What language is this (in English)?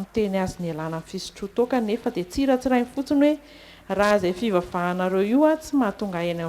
Malagasy